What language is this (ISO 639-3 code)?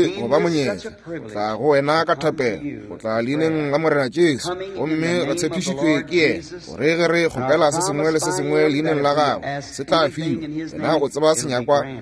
nso